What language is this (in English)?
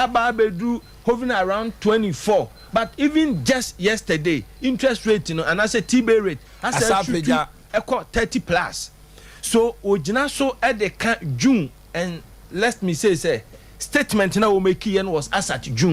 Akan